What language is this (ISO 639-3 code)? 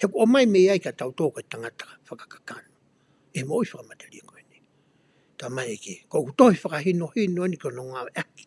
ton